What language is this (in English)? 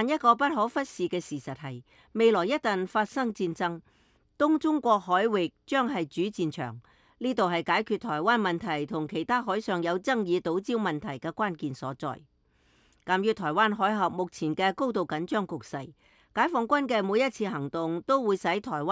Cantonese